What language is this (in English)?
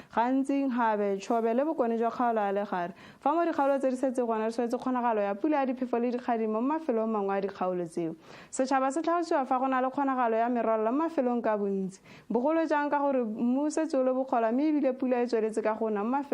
Tswana